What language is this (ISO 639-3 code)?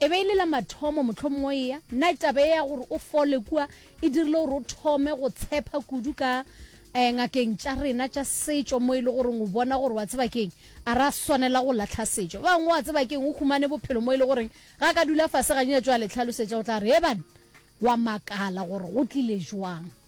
nso